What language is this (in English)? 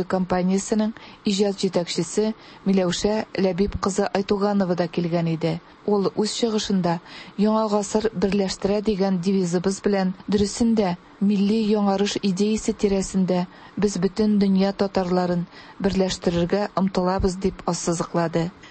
Tatar